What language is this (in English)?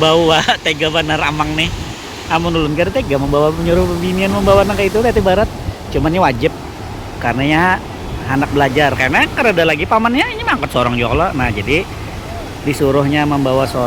Banjar